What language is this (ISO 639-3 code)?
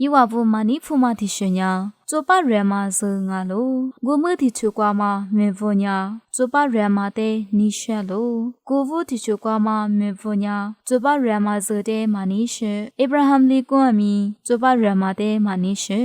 lis